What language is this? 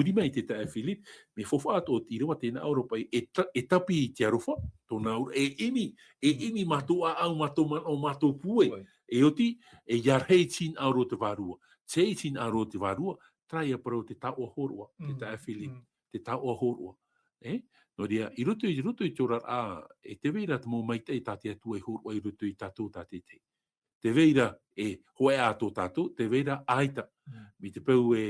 Tahitian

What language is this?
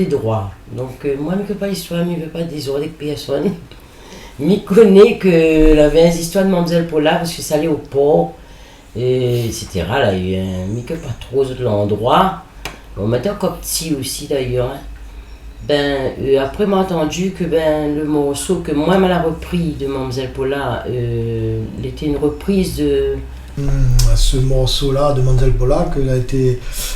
Réunion Creole French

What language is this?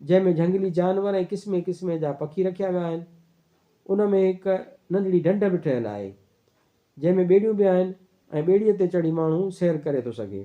Sindhi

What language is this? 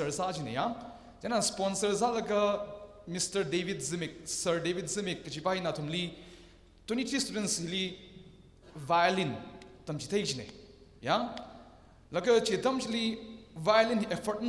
Tangkhul Naga (India)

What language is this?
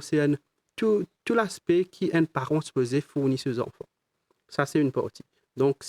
Morisyen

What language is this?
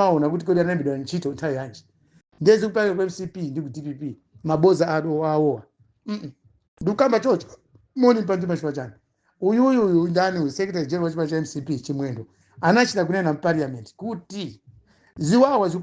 Nyanja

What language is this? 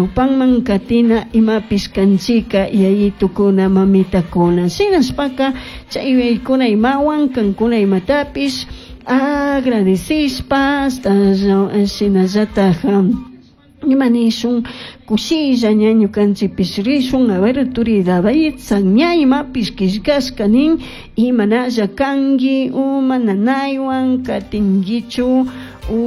Chimborazo Highland Quichua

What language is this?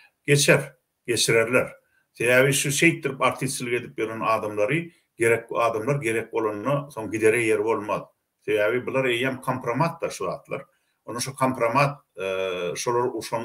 Turkmen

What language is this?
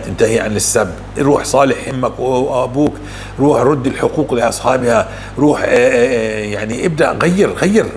North Levantine Arabic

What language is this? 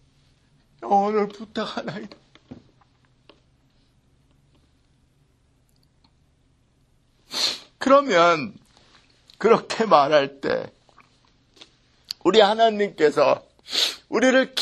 Korean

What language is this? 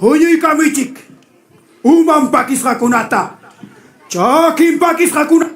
Ayacucho Quechua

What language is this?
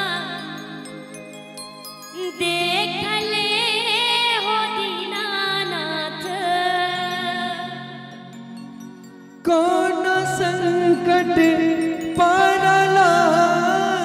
Bhojpuri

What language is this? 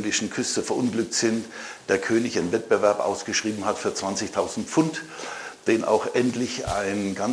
German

